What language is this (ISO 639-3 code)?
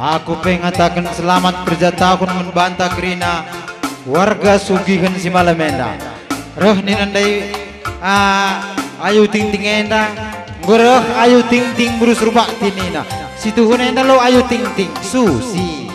btx